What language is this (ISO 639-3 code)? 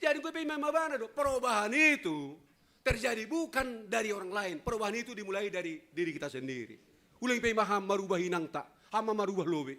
bts